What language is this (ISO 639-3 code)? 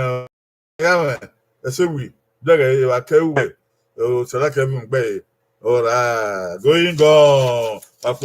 bin